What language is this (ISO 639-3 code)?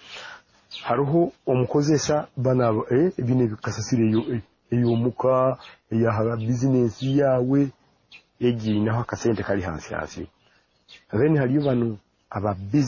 nyo